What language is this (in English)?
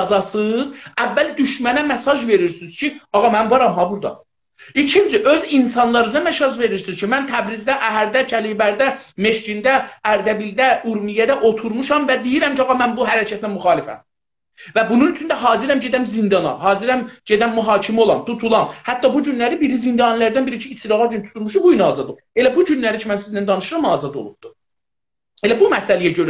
South Azerbaijani